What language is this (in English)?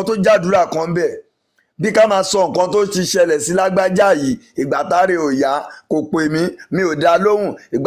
Yoruba